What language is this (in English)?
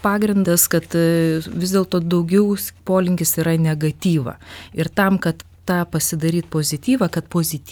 Lithuanian